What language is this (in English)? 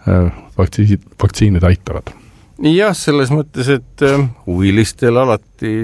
Estonian